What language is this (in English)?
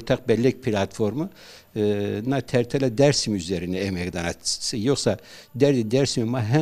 Zaza